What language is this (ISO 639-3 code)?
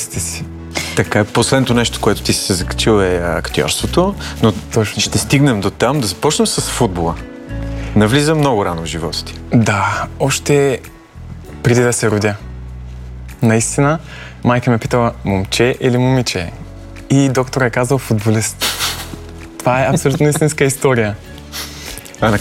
bul